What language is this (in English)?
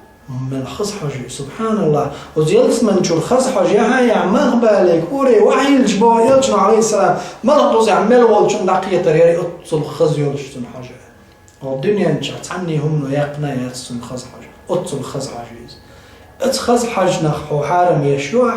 Chechen